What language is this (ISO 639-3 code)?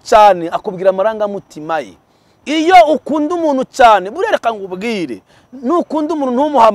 kin